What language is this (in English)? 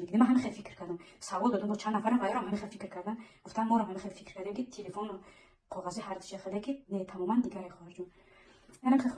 Tajik